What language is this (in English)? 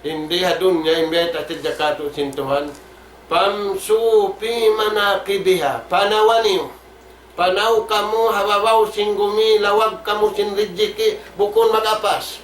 Tausug